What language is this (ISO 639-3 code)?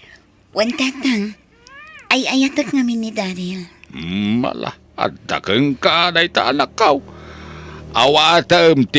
ilo